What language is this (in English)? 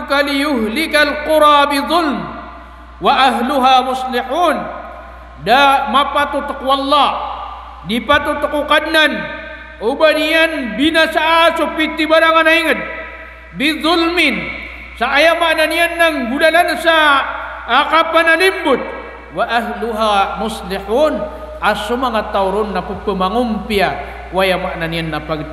Maranao